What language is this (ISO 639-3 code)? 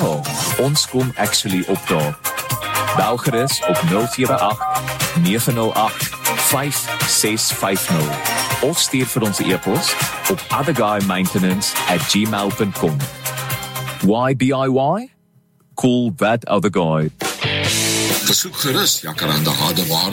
afr